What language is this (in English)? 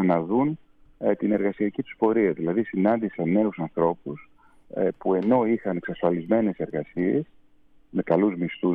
Greek